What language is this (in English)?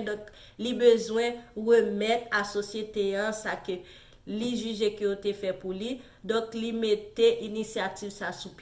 Haitian Creole